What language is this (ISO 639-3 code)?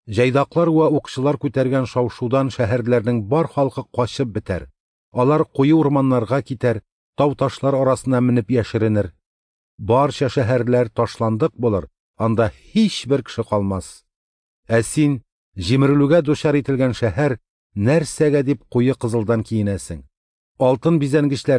tat